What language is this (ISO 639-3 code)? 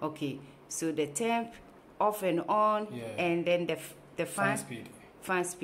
eng